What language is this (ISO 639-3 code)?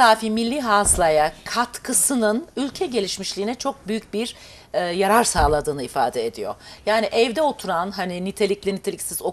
tur